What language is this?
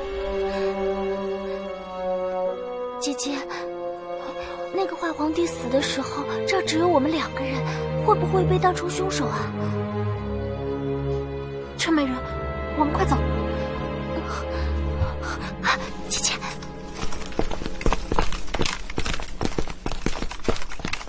Chinese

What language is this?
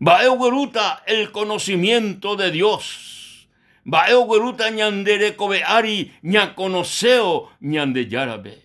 Guarani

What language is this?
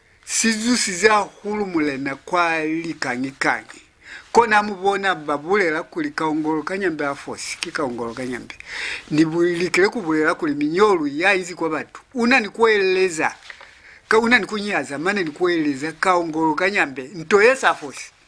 Lozi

